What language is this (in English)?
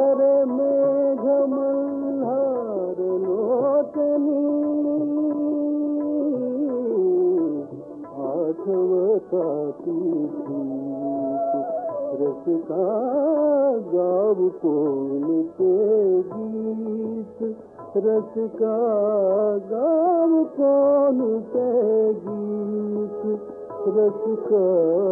Marathi